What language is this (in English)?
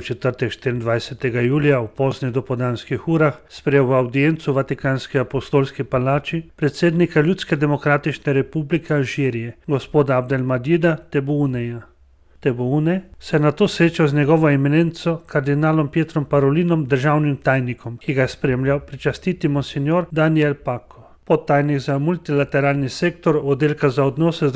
Slovenian